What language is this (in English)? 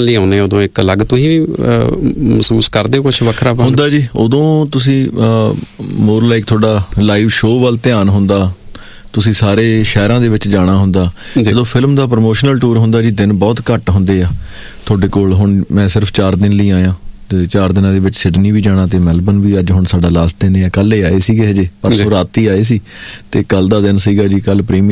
Punjabi